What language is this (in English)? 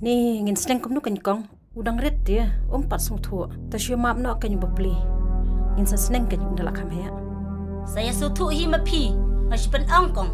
Khasi